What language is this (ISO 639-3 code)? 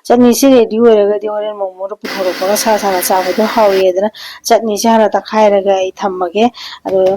mni